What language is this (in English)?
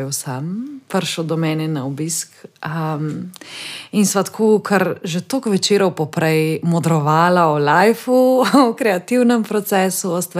Slovenian